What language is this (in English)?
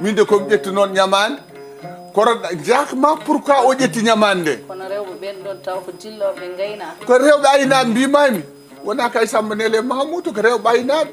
Fula